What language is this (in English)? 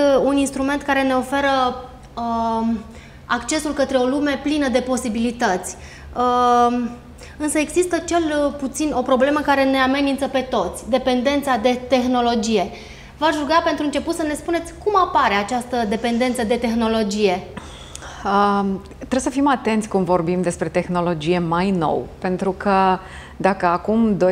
Romanian